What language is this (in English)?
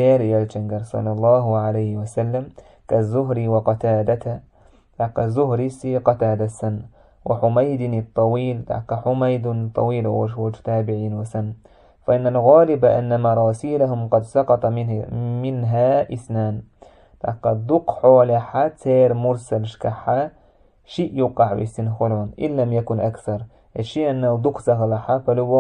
Chechen